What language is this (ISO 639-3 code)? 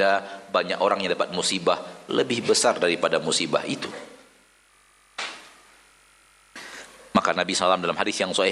ind